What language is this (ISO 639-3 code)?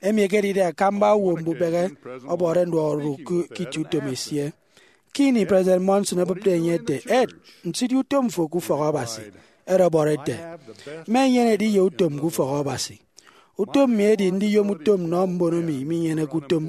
efi